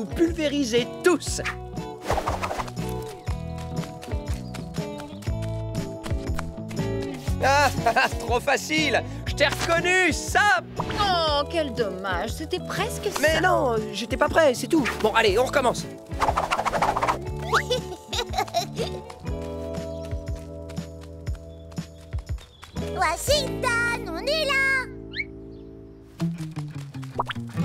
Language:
French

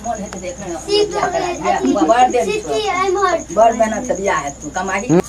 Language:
Maithili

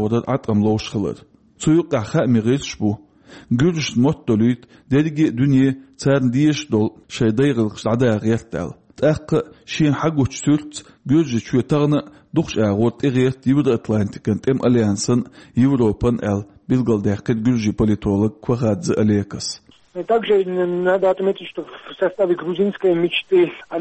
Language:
Chechen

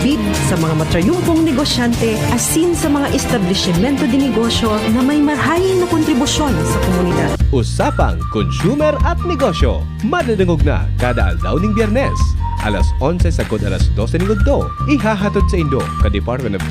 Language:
Bikol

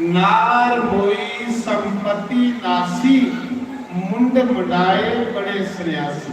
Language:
Dogri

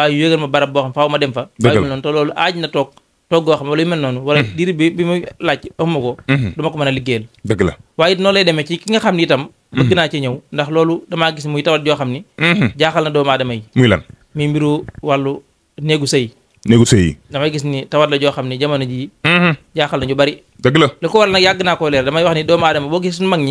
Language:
Wolof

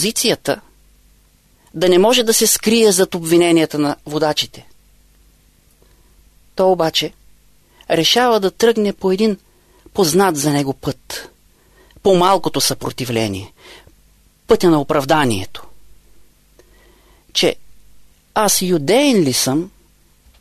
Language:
Bulgarian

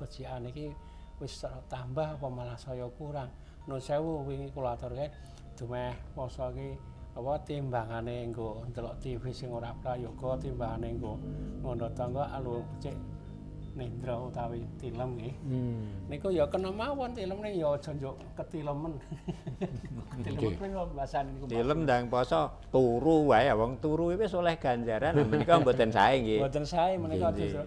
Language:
Javanese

